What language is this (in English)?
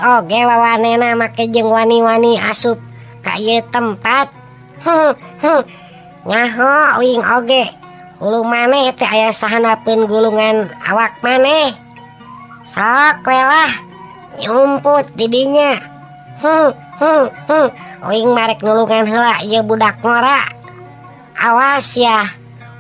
Sundanese